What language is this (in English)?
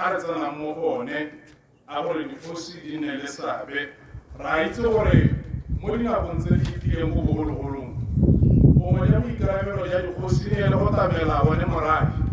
Tswana